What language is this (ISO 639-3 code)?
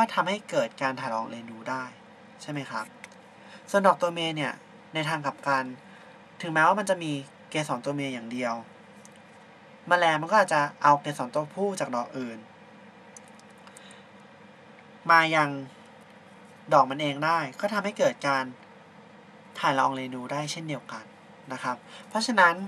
tha